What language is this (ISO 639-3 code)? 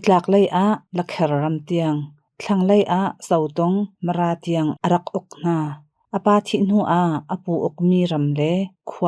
cnh